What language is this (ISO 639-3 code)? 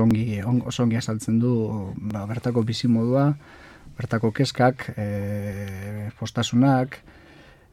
eus